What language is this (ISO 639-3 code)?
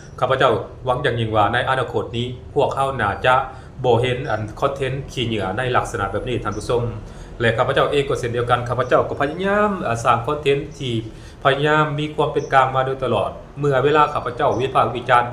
lao